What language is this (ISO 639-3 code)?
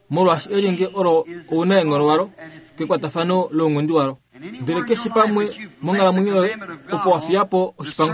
kua